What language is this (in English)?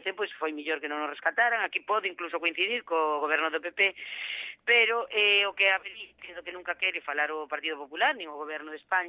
Galician